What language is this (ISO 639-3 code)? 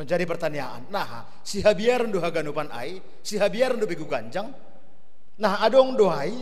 bts